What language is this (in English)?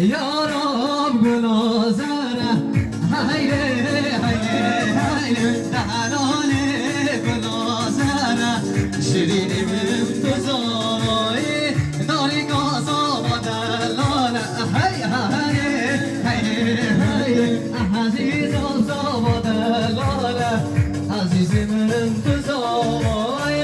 Kurdish